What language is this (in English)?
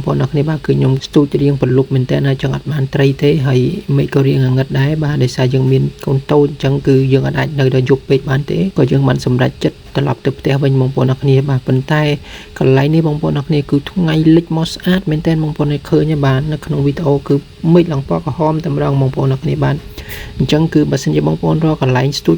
Khmer